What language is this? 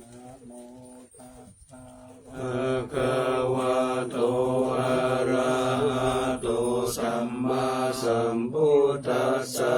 Pali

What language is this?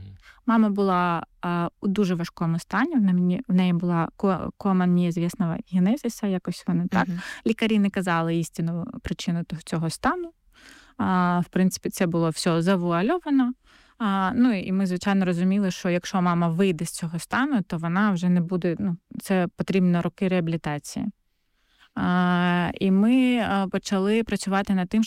Ukrainian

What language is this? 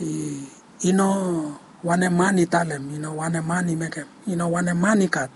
Bislama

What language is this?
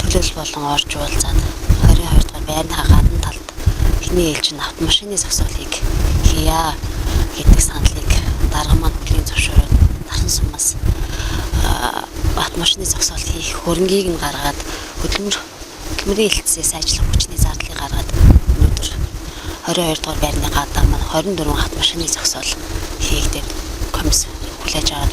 Mongolian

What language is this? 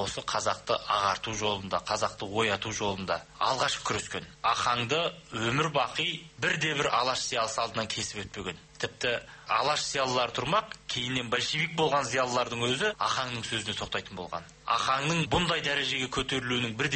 Kazakh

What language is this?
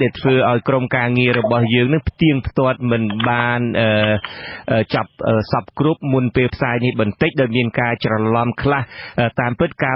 Khmer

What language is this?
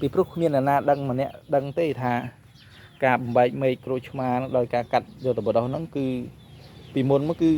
Khmer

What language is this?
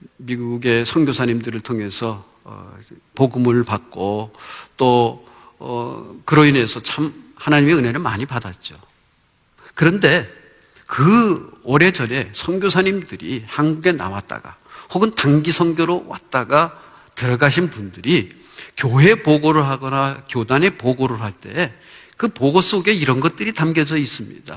Korean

